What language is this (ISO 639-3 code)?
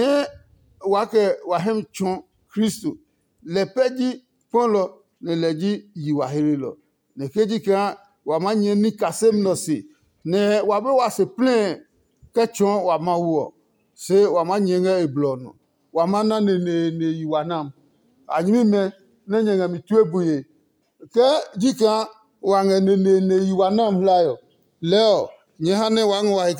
ada